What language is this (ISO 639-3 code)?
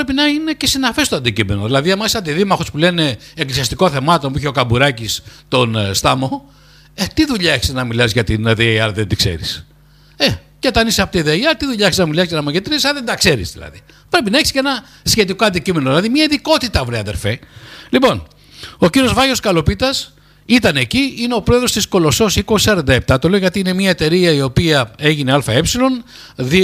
ell